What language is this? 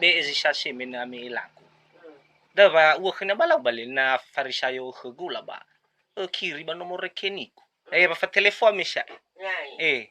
Nias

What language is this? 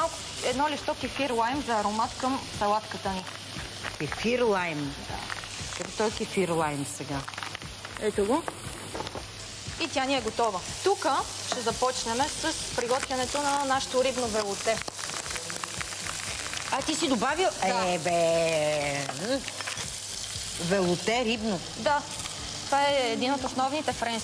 Bulgarian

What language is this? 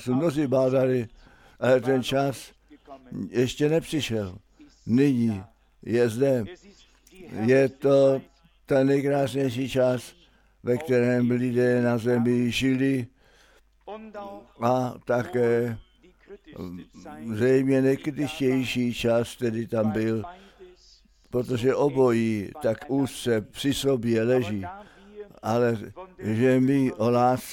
Czech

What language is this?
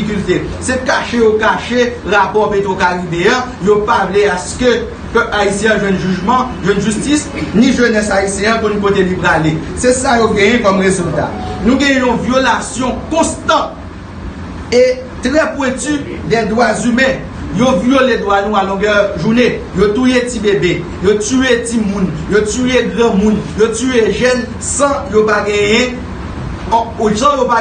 Haitian Creole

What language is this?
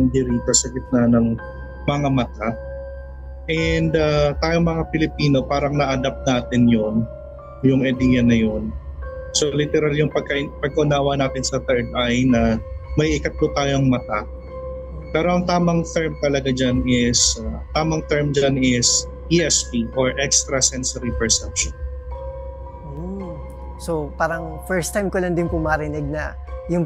Filipino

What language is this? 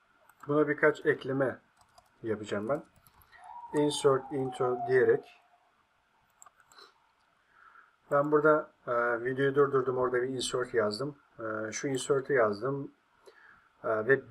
Turkish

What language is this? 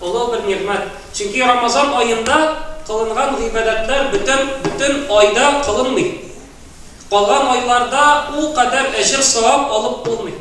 Tatar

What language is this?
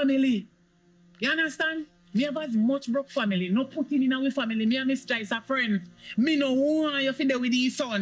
Jamaican Creole English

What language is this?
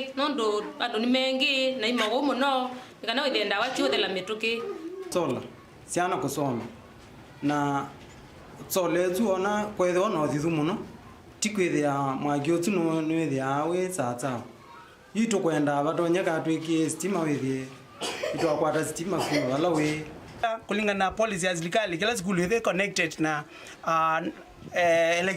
Kamba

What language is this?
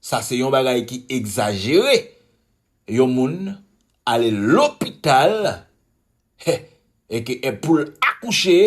Haitian Creole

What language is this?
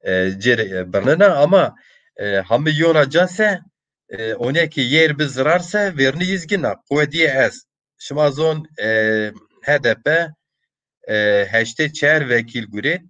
Zaza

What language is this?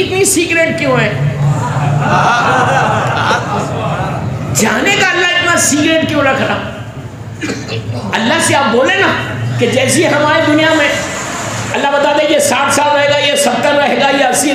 Urdu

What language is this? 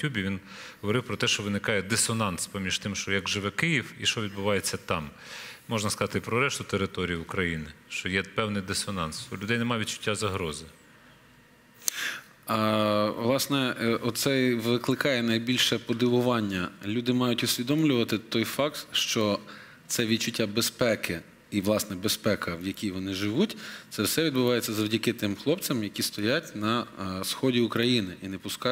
Ukrainian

